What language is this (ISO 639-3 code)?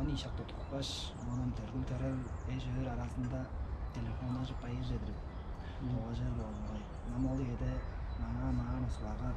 tyv